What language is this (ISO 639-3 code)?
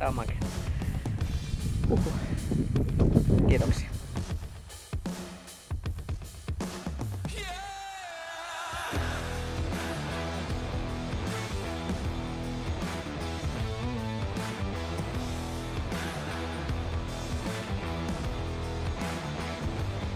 fin